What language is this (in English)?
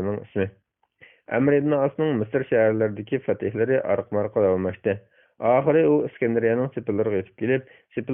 Uyghur